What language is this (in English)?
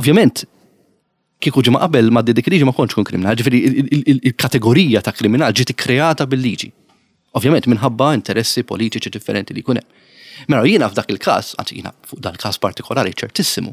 Maltese